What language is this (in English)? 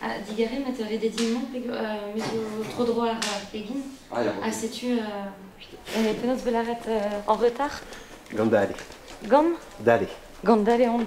Breton